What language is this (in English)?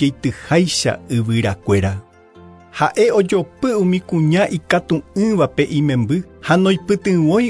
Guarani